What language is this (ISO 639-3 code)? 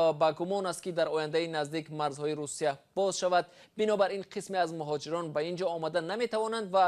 tgk